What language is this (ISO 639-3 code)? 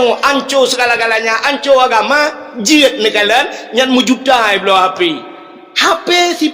ace